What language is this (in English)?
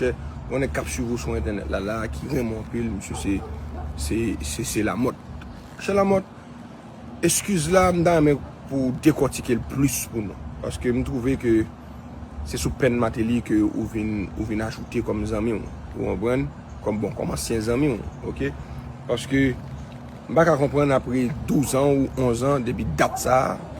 Haitian Creole